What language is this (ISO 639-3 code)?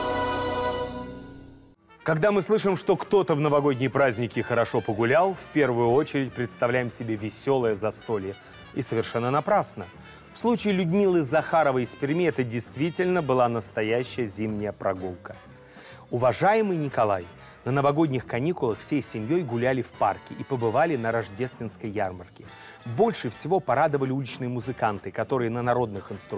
rus